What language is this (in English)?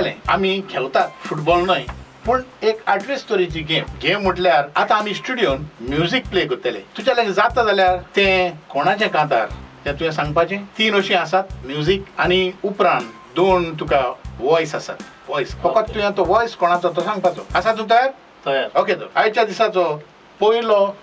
Konkani